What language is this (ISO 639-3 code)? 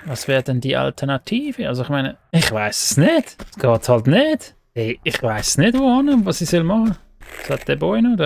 gsw